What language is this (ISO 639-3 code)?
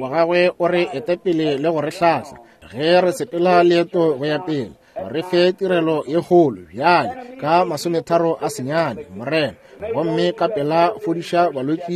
nso